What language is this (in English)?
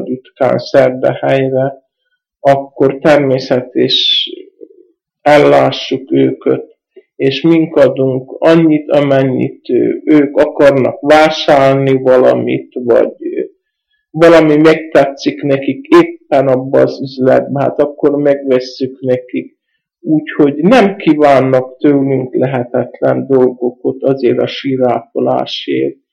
Hungarian